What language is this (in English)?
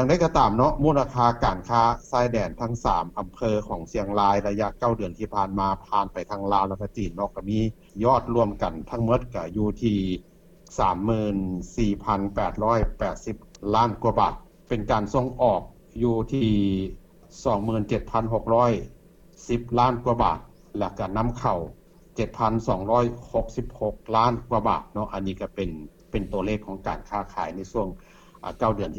Lao